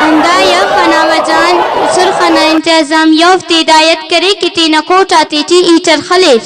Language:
Brahui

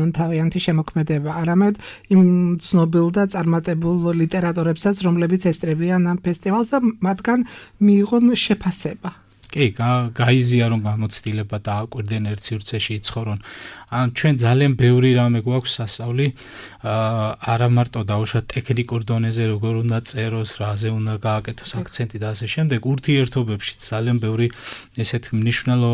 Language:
Georgian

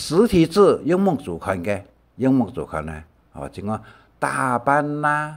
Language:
Hakka Chinese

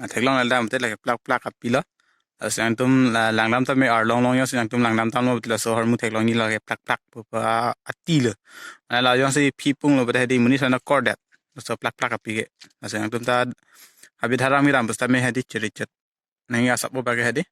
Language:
Karbi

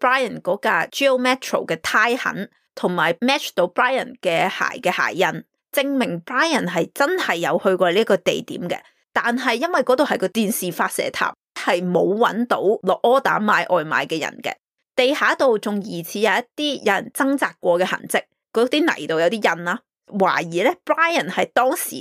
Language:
Cantonese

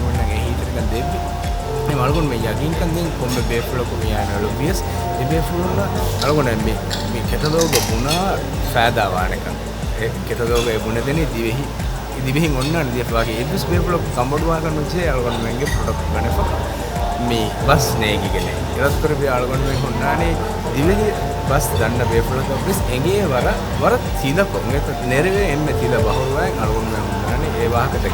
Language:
Divehi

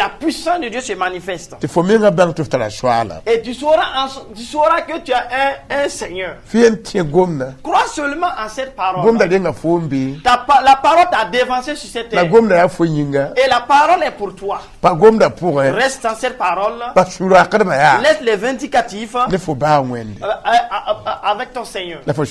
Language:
Mossi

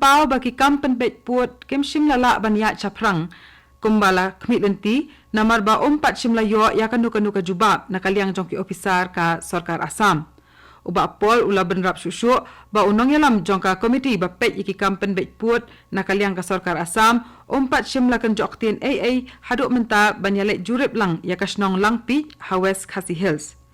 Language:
Khasi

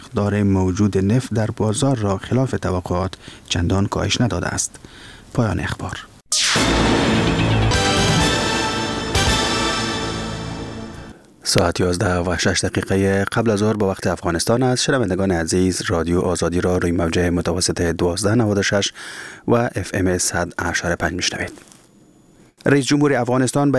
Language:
Persian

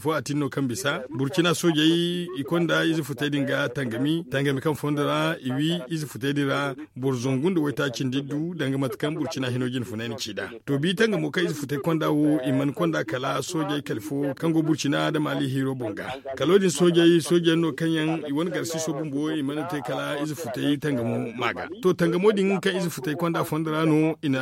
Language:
Zarma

